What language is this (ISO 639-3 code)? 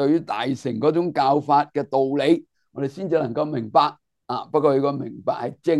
yue